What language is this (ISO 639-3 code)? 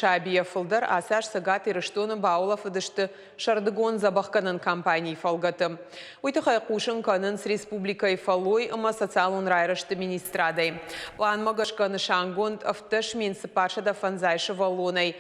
oss